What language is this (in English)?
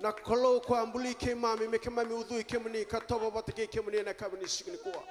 Fijian